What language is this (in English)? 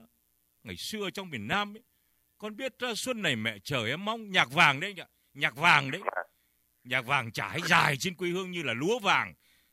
Vietnamese